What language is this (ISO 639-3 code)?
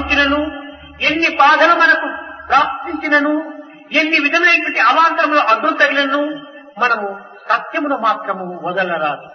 tel